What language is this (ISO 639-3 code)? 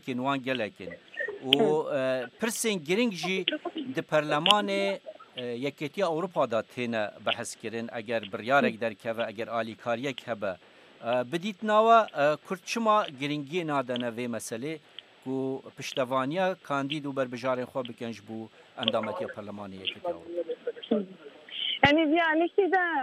kur